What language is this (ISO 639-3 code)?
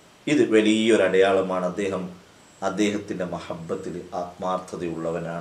mal